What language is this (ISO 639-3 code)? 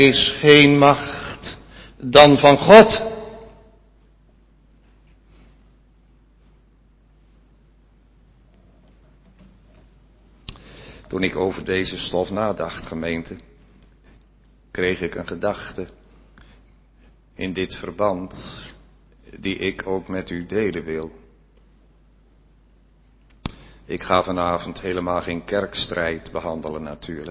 nld